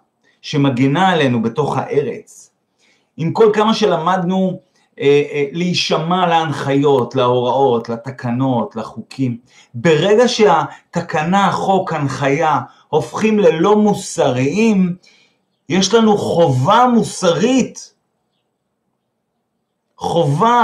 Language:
Hebrew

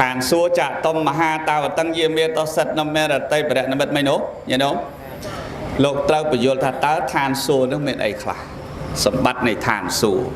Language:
Khmer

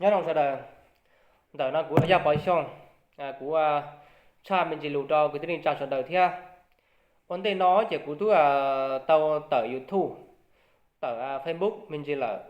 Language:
Hmong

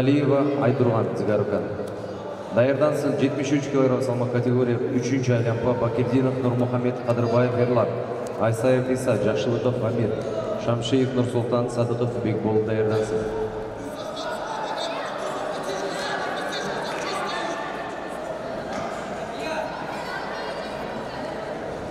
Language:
Kazakh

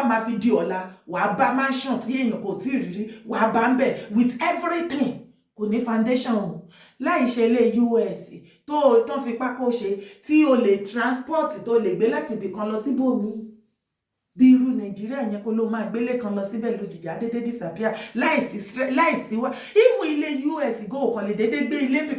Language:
Yoruba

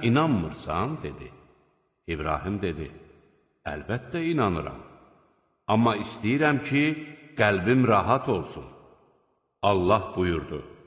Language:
Azerbaijani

